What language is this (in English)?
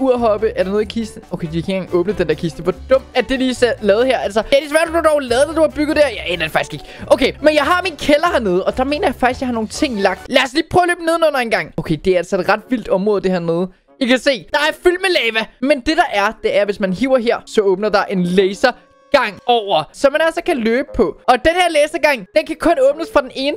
Danish